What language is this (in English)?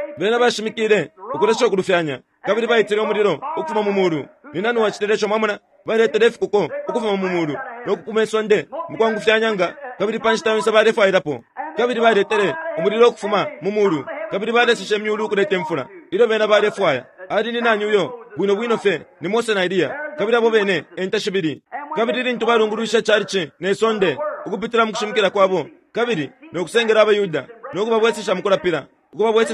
Bemba